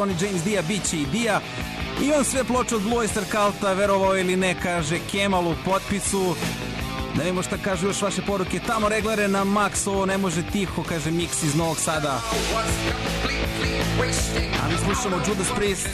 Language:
Serbian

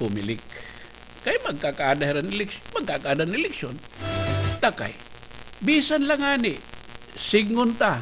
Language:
Waray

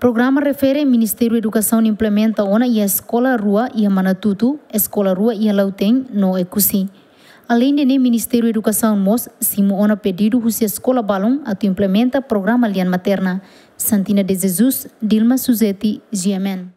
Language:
Tetum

